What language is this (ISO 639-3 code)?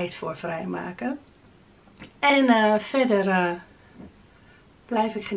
nld